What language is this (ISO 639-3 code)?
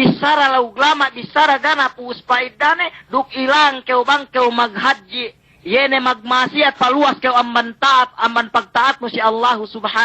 yka